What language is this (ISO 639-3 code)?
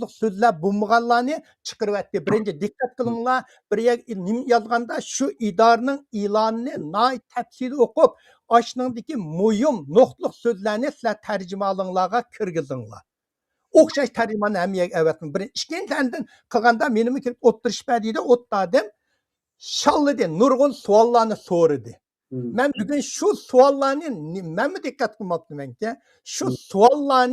uig